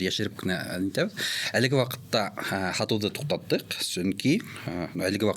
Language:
Bashkir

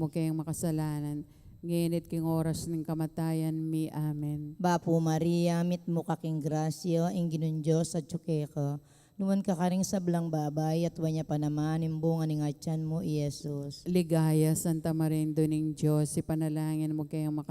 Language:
Pampanga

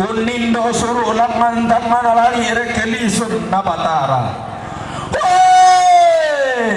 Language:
Toraja-Sa'dan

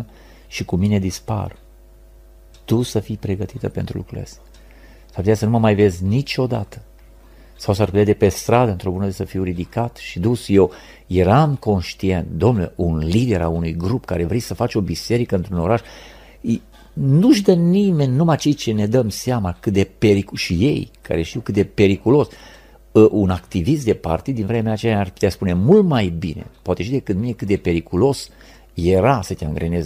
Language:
Romanian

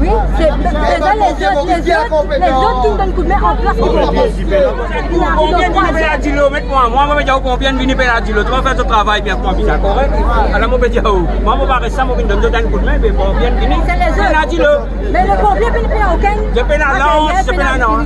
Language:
Morisyen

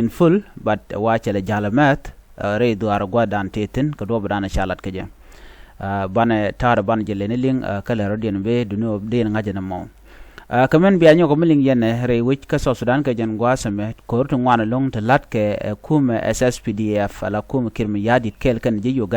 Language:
Nuer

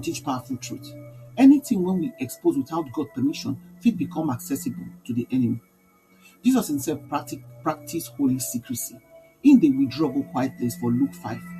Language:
Nigerian Pidgin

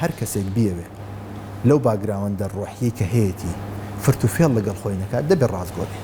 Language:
Central Kurdish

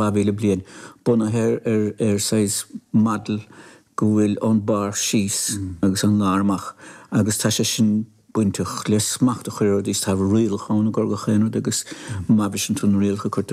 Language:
Irish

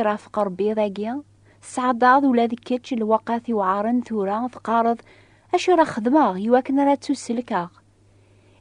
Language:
Kabyle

